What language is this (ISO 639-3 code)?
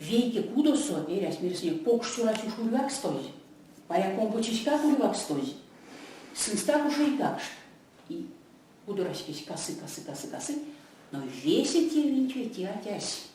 myv